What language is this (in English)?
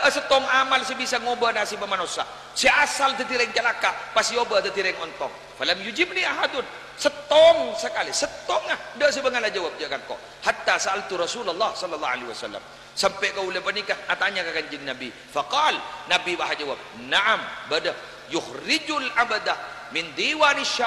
Madurese